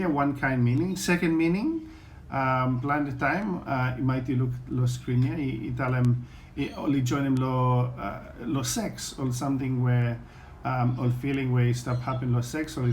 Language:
Bislama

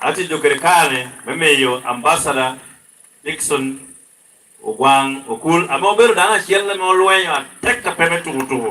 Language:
Lango (Uganda)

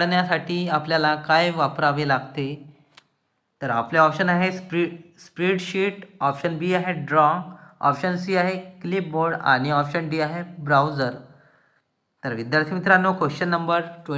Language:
Marathi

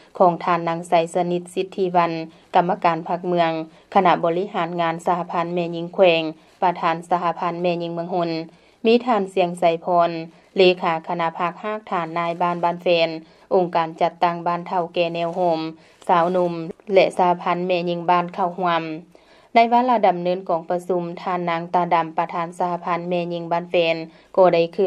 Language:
Lao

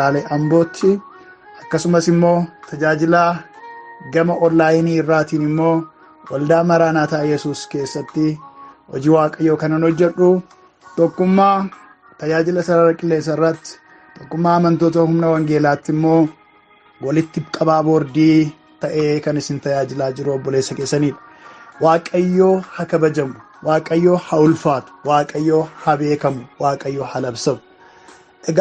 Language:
Oromo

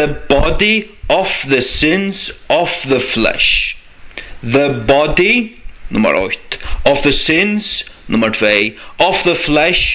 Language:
Faroese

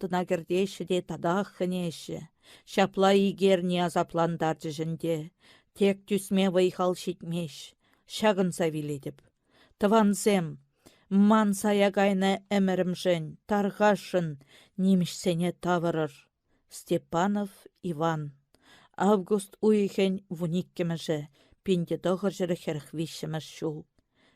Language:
Chuvash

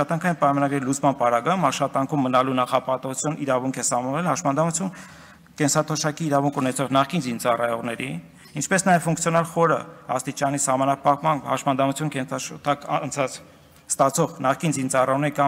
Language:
Armenian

